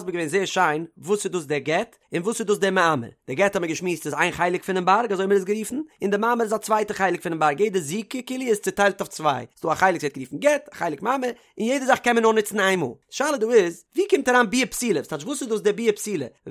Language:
Yiddish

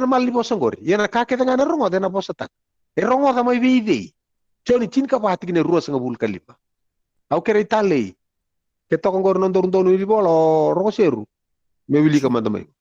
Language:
Fijian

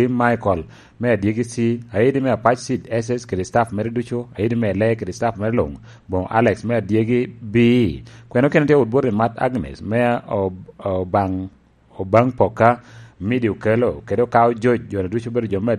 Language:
Lango (Uganda)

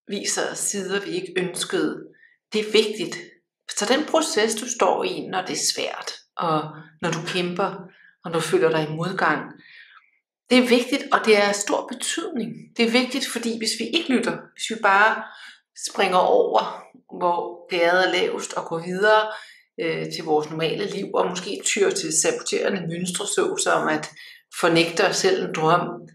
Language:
Danish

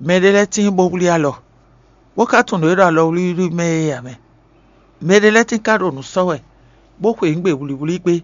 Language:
Fon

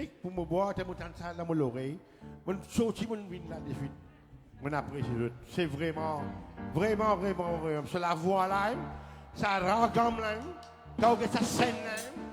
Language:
Morisyen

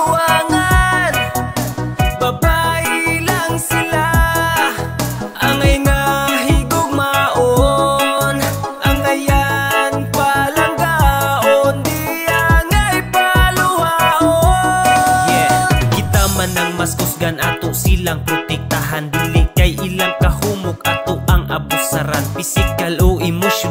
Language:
Cebuano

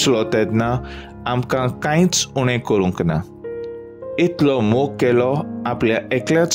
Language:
Konkani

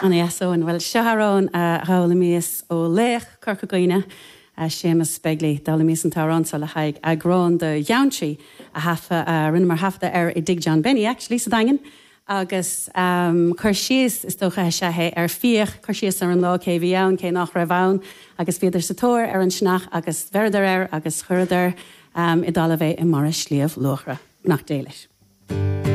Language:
Irish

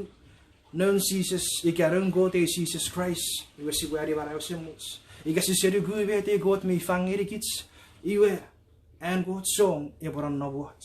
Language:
Chuukese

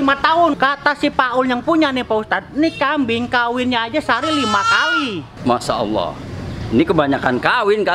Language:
Betawi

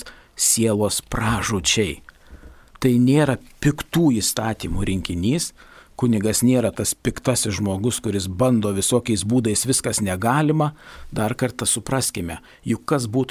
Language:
Lithuanian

